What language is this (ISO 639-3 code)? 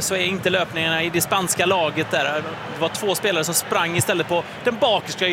swe